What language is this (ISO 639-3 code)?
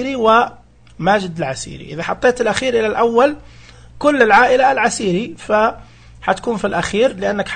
ars